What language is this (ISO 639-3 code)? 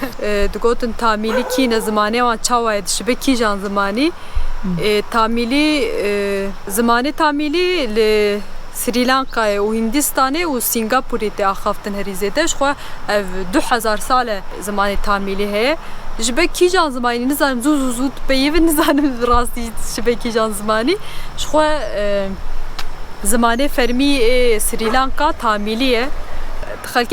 kur